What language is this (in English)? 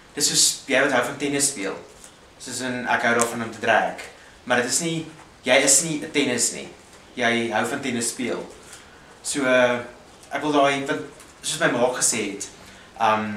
Afrikaans